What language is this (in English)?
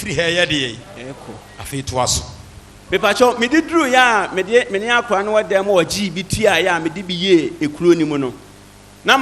Akan